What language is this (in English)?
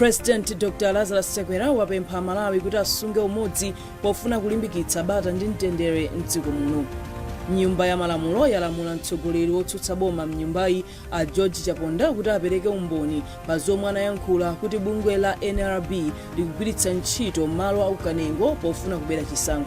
Nyanja